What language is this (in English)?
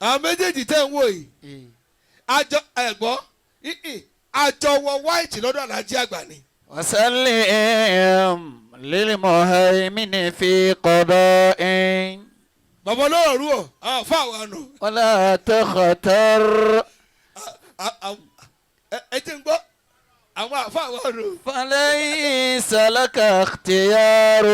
Yoruba